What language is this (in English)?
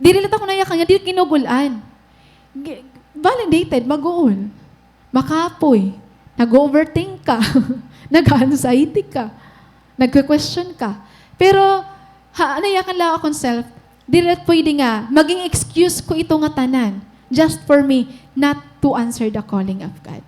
Waray